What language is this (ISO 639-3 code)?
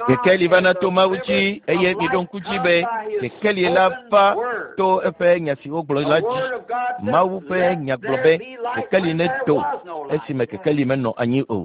ewe